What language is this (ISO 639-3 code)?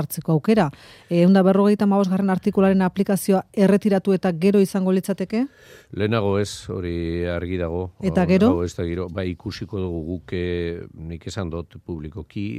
eus